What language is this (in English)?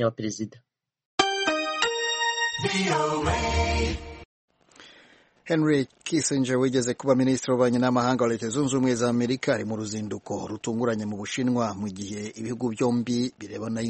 Kinyarwanda